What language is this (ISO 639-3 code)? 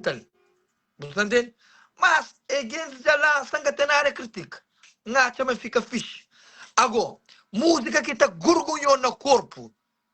kea